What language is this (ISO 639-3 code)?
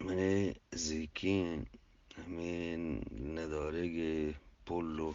bgp